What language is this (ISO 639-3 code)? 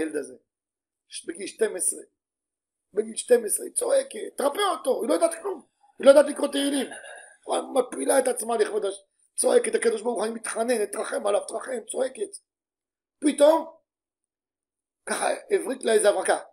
heb